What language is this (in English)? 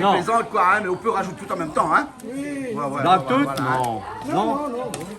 Réunion Creole French